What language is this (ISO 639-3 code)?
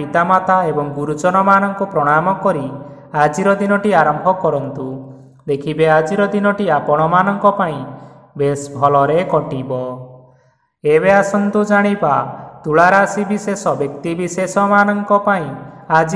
ori